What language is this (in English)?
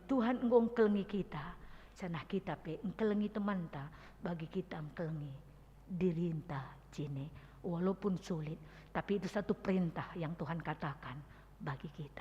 Batak Karo